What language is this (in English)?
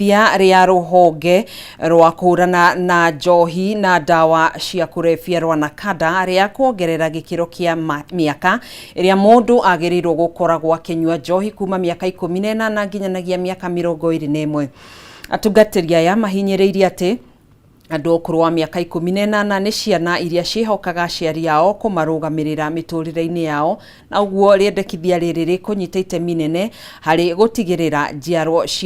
Kikuyu